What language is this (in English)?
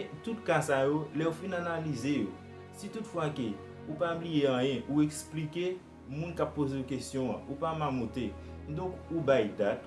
Haitian Creole